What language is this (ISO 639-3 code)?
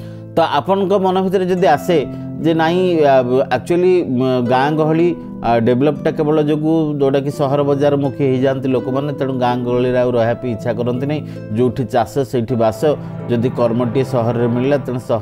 ori